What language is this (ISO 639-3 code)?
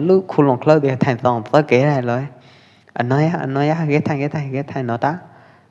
kjp